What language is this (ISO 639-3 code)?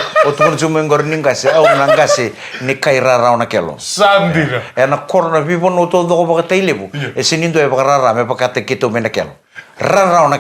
fij